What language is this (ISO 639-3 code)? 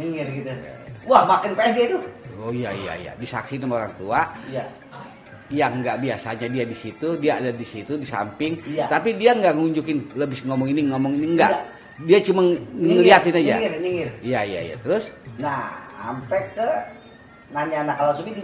bew